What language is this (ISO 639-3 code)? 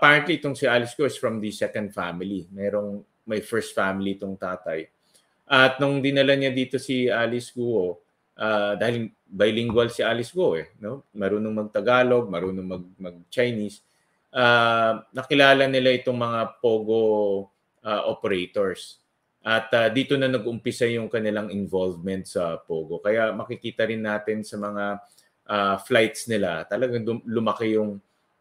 fil